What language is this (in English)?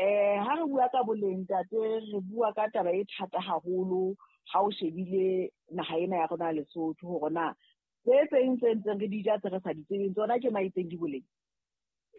Southern Sotho